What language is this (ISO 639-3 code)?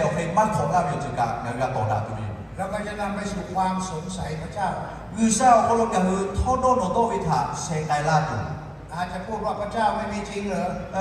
lhu